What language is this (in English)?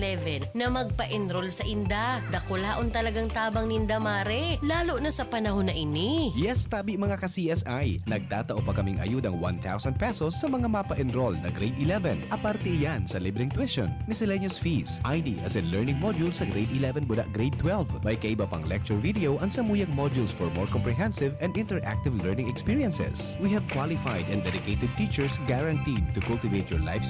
Bikol